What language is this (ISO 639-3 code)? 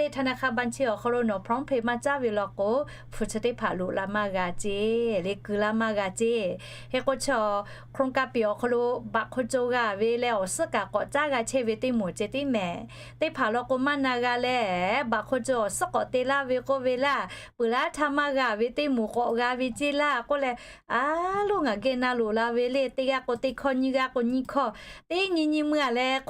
lhu